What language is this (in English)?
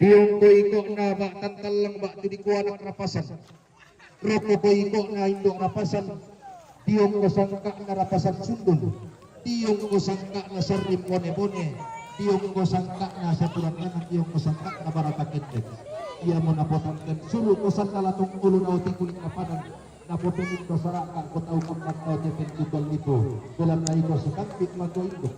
Toraja-Sa'dan